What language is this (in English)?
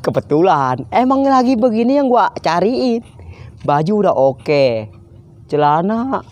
Betawi